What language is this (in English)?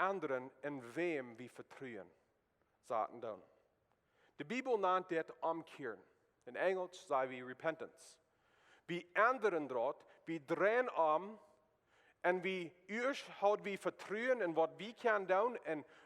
Plautdietsch